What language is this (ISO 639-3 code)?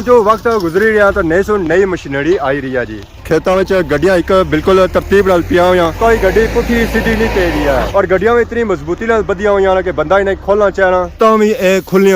phr